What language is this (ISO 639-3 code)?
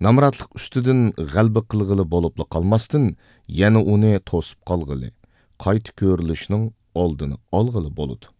uig